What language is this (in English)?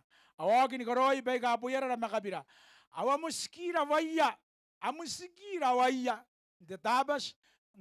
Gilbertese